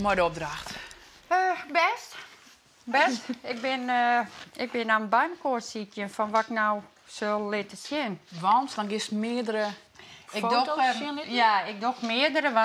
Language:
Western Frisian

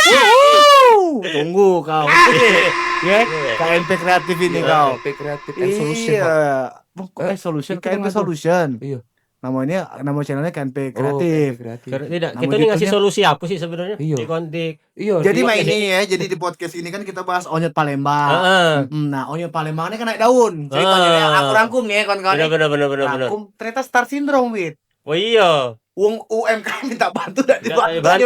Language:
Musi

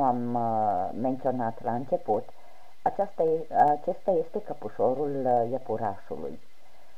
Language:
Romanian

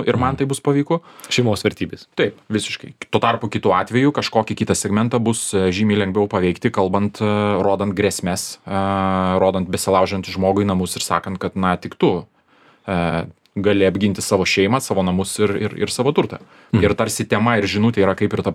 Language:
Lithuanian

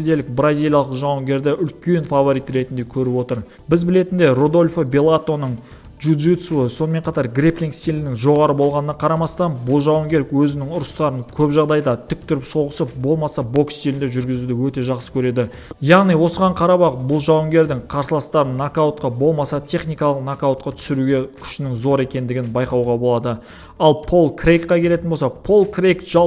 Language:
Kazakh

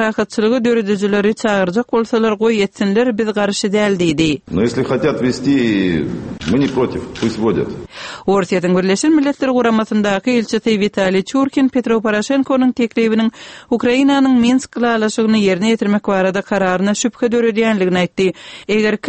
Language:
Turkmen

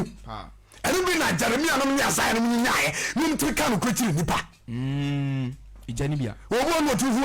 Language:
Akan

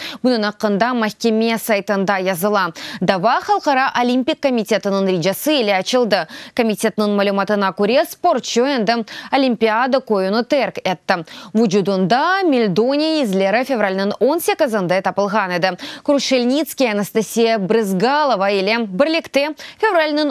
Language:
Crimean Tatar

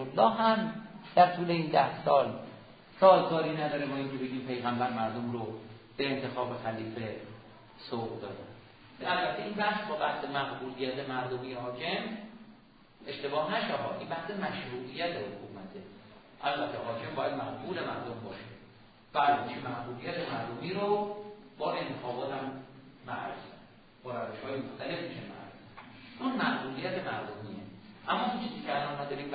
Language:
Persian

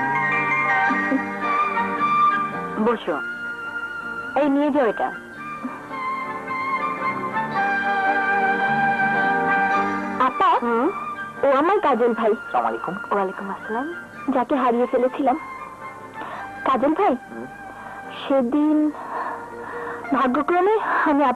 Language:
Bangla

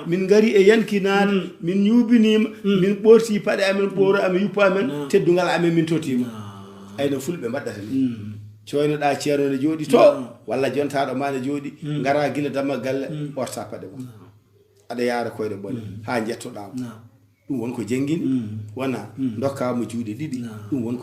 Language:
Fula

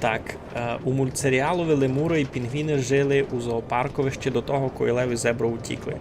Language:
Rusyn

